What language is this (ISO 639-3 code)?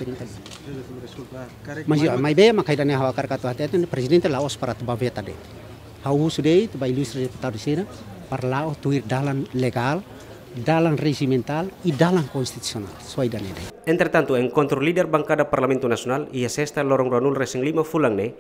tet